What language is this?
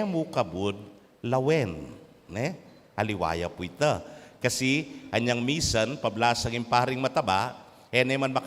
Pampanga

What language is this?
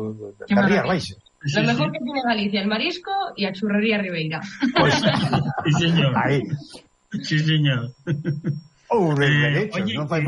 Galician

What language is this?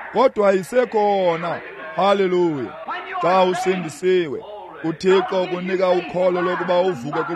Xhosa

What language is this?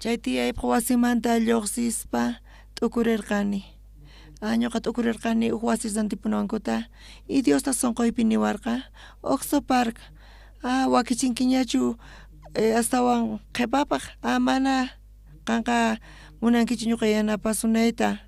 South Bolivian Quechua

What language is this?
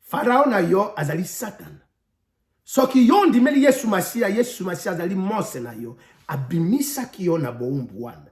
Lingala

